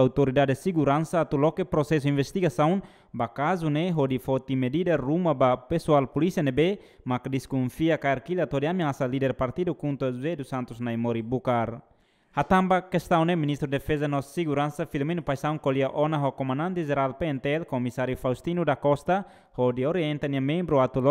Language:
Tetum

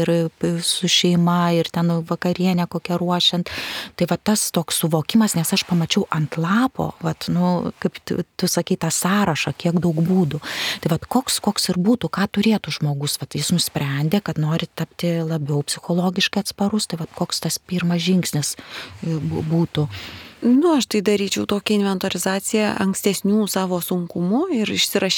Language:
Lithuanian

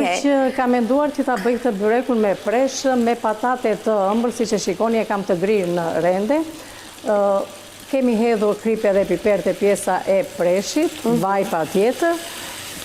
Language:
Albanian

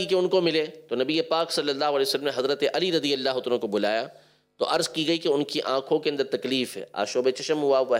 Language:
Urdu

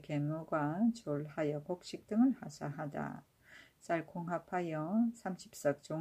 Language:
Korean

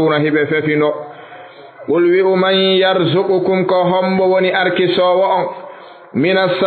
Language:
Fula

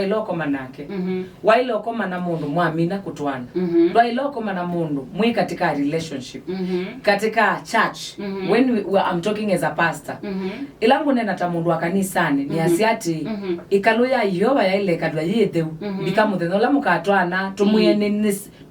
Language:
Kamba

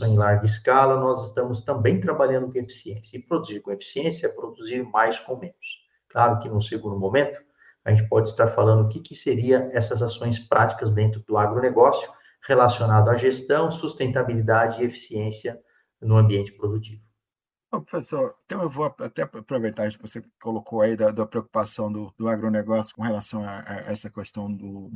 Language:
Portuguese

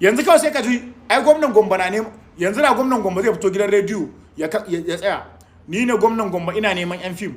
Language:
Hausa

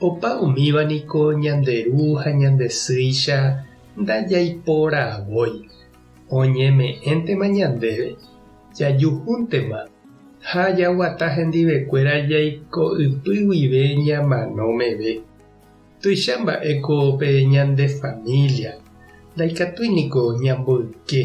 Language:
Guarani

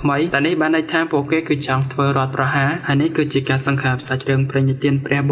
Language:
Khmer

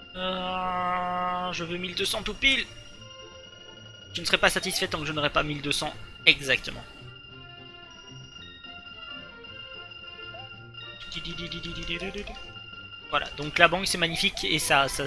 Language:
French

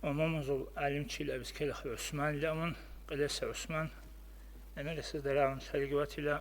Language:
Avaric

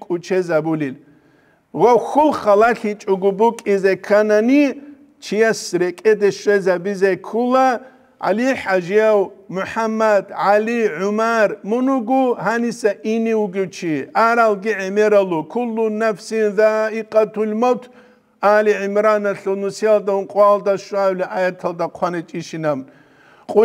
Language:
Avaric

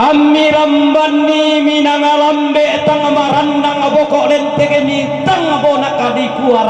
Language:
Toraja-Sa'dan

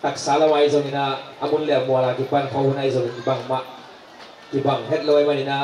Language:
Tedim Chin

